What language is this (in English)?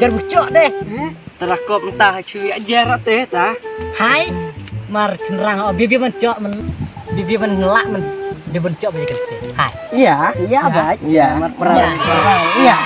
Khasi